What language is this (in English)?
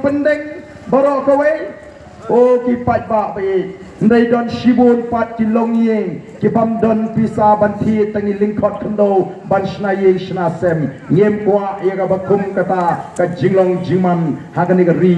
Khasi